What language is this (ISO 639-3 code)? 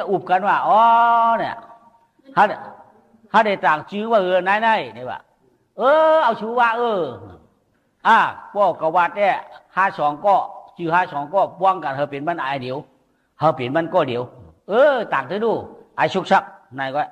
shn